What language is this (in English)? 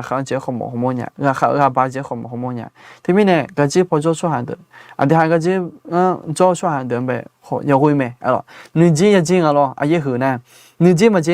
Akha